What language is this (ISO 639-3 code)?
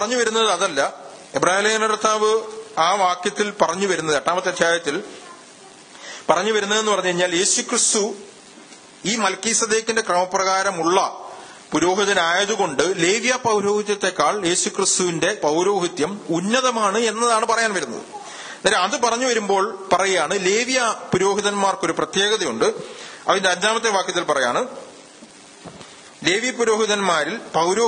mal